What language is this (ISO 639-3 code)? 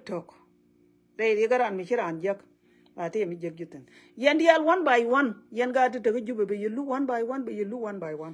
nus